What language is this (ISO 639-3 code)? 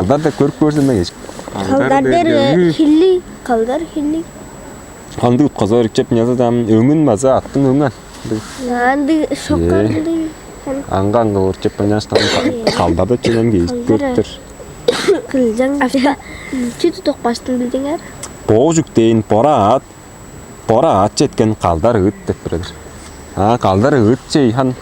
tyv